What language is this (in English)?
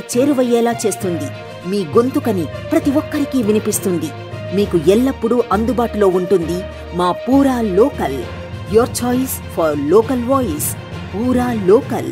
Telugu